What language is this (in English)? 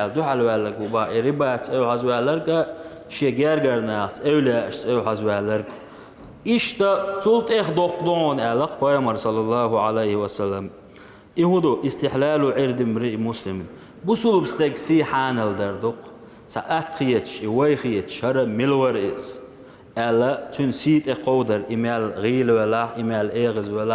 Chechen